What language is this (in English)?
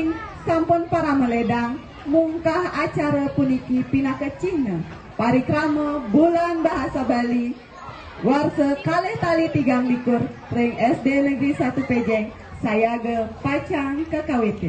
Balinese